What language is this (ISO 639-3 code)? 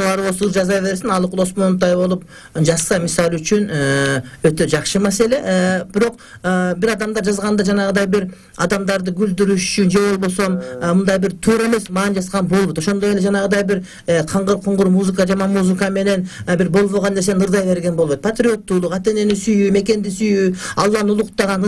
kir